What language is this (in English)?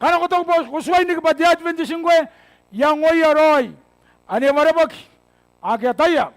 Gilbertese